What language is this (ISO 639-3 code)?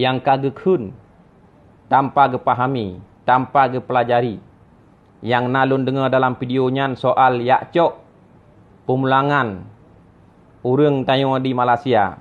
ace